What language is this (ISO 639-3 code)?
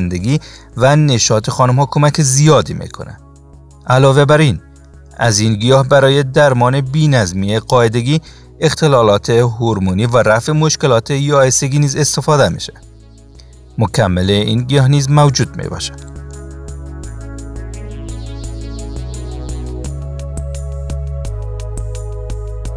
fas